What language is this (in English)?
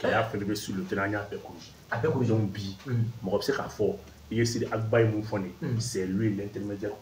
Bambara